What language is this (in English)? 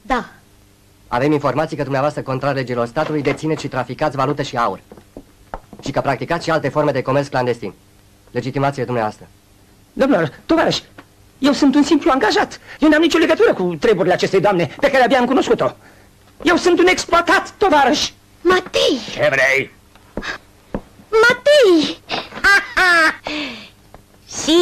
Romanian